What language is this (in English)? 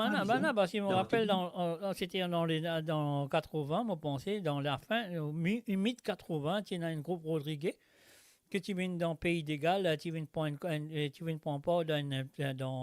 Morisyen